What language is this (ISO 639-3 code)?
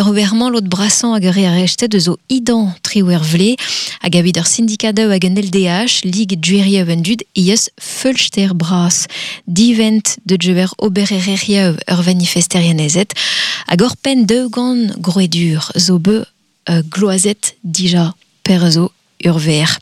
bre